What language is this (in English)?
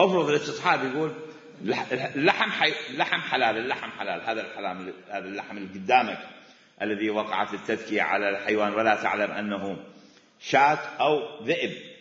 Mesopotamian Arabic